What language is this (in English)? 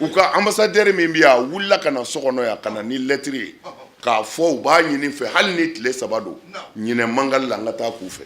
Bambara